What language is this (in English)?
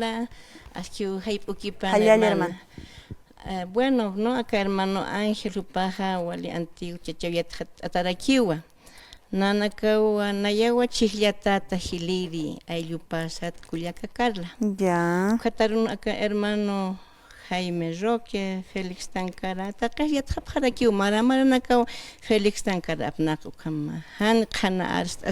Aymara